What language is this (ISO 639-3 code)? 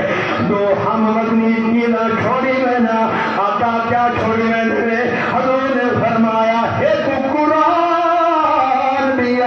skr